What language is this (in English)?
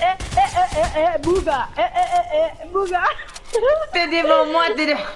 Morisyen